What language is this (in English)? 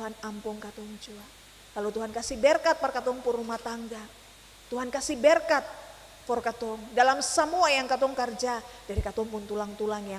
Ambonese Malay